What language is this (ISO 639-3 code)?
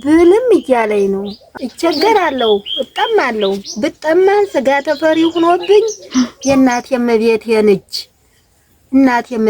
amh